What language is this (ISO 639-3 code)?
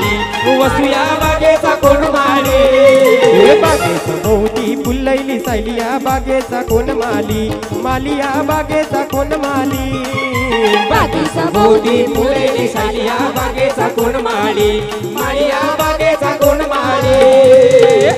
mar